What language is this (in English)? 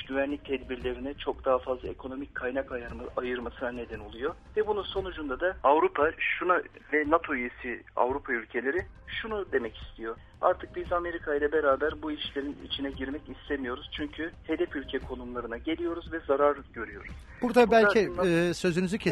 Turkish